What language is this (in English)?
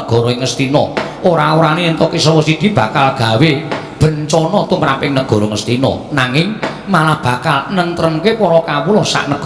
Javanese